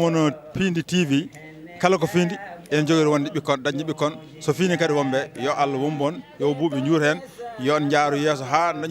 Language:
Fula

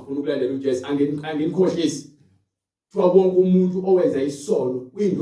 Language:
Zulu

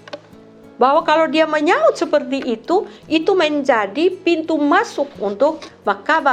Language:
Kupang Malay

